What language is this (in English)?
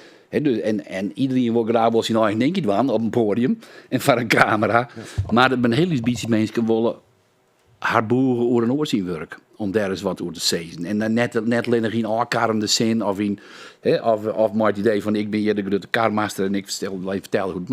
Western Frisian